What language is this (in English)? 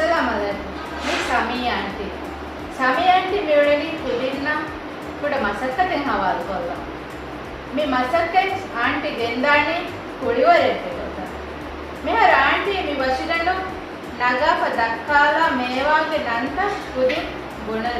Divehi